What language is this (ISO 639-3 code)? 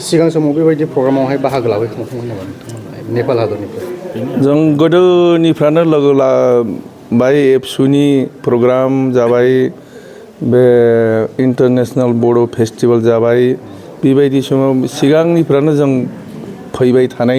brx